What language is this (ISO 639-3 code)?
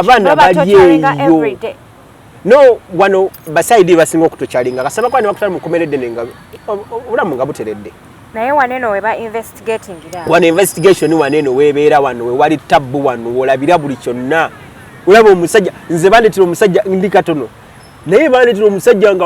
lug